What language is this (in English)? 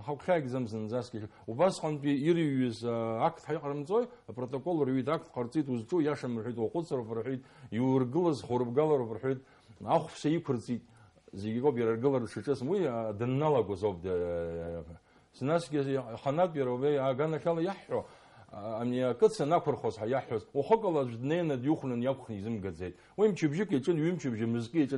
Abkhazian